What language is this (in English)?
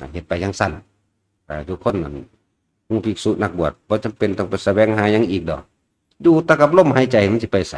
Northeastern Thai